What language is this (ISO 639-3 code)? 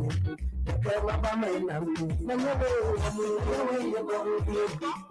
ewe